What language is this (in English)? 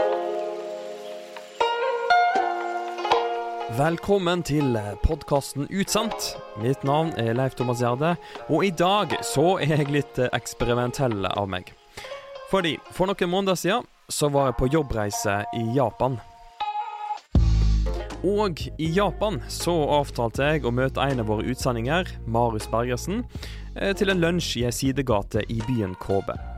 Norwegian